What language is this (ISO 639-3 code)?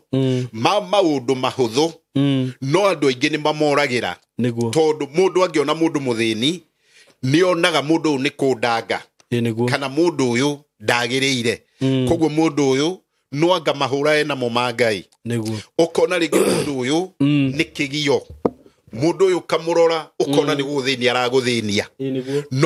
kik